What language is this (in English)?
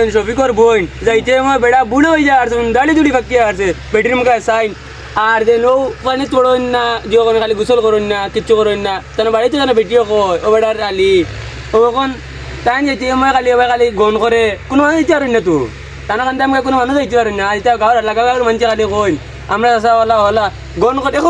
Sylheti